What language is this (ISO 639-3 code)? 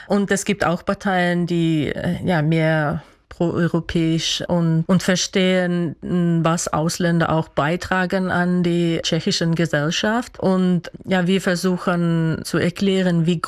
deu